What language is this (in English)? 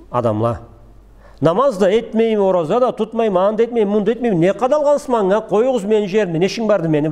Karachay-Balkar